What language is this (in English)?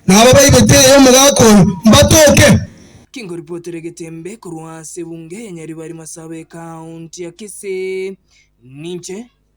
Gusii